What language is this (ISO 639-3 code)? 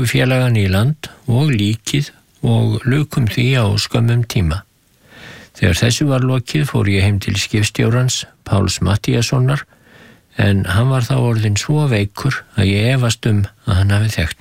isl